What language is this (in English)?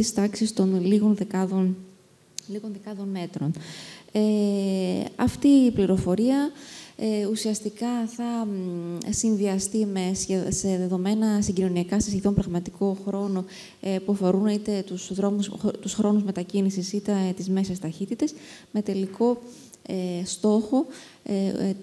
Greek